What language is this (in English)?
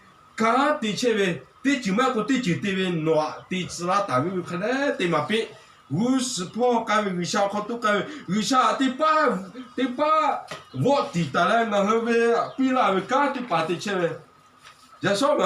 Lahu